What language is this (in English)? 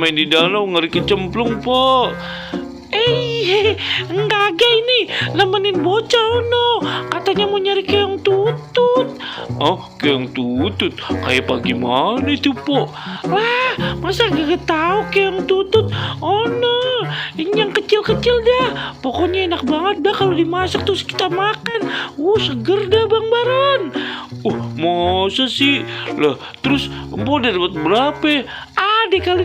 Betawi